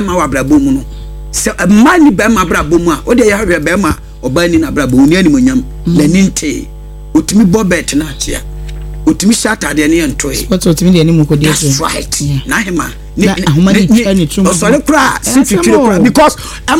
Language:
Akan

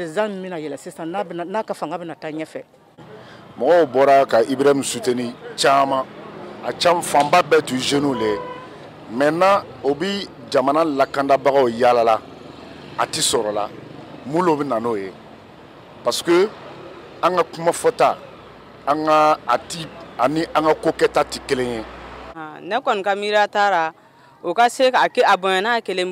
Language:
Bambara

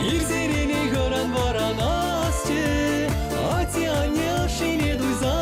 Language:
Chuvash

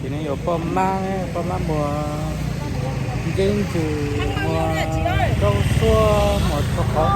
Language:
Hmong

